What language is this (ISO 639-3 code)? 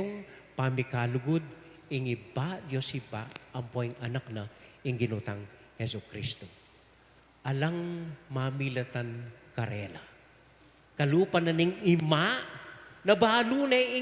pam